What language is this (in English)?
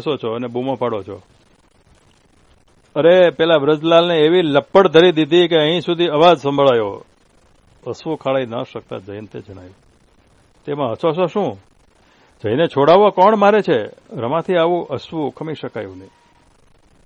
Gujarati